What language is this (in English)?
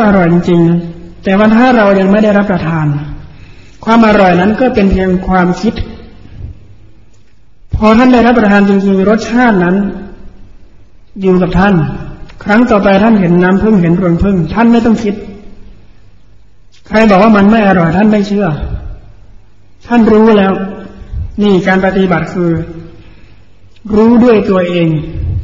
Thai